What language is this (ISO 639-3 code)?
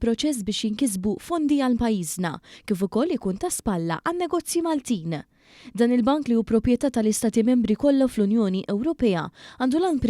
mlt